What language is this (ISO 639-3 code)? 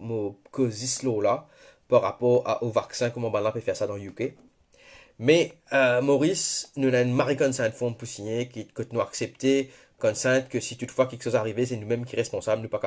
mfe